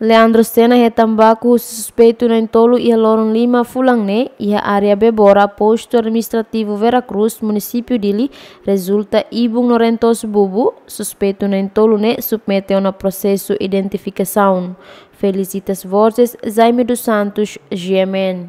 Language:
Tetum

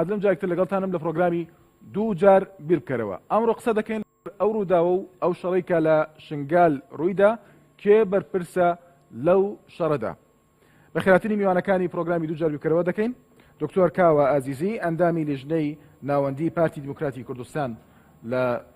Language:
Central Kurdish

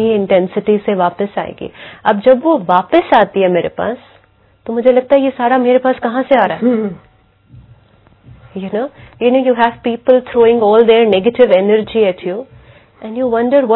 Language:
Hindi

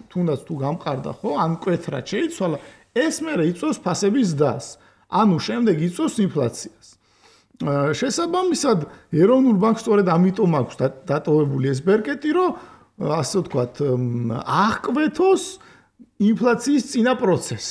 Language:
Georgian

